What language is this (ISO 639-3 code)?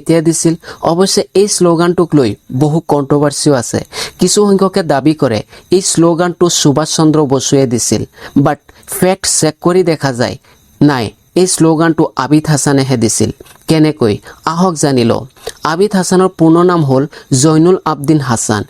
asm